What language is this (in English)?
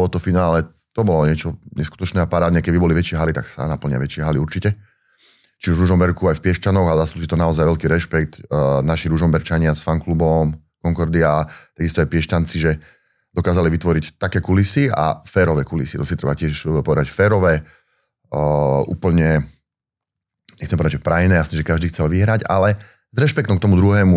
Slovak